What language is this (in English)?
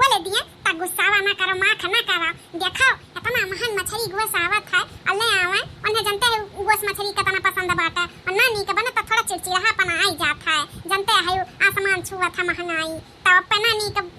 Awadhi